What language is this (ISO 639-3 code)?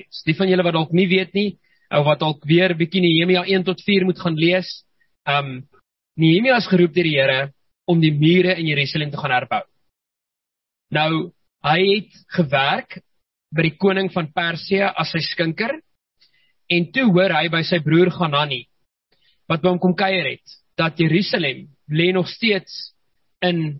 afr